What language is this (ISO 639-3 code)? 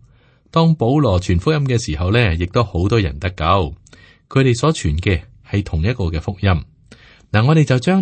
yue